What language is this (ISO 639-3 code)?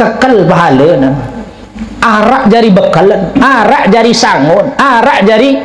sas